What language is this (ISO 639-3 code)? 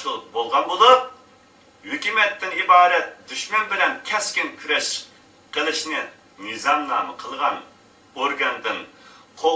uig